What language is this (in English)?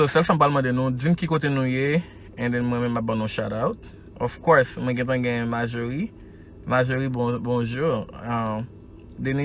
Haitian Creole